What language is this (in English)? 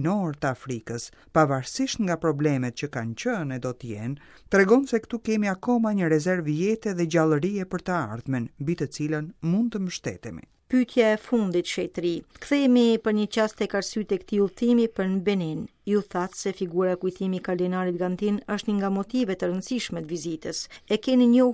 Albanian